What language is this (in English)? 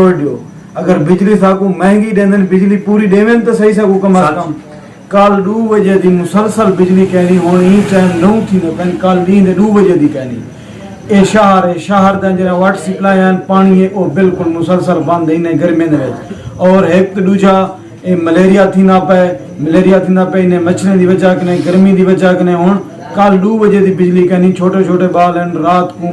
Saraiki